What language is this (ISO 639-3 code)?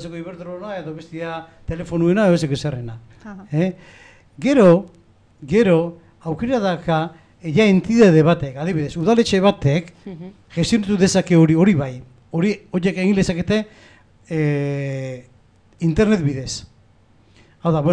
eus